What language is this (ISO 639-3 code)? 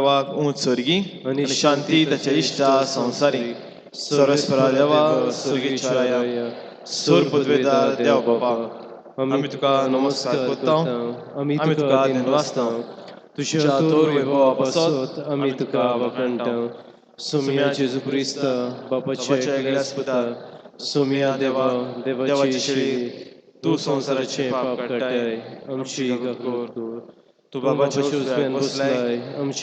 kok